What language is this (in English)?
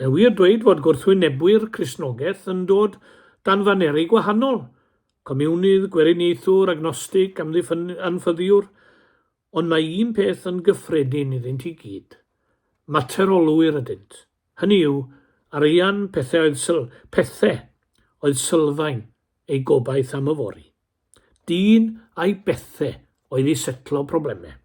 Welsh